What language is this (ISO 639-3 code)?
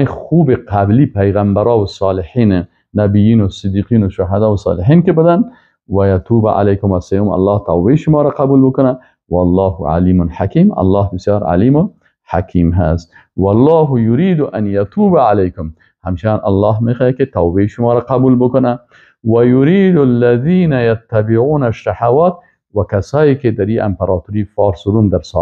fas